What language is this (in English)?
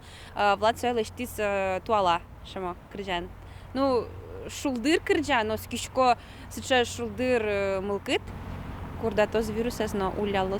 Udmurt